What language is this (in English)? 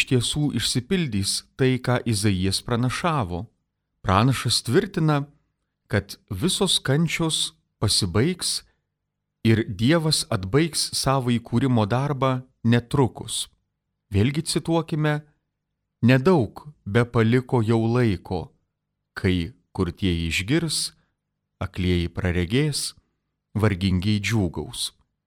Lithuanian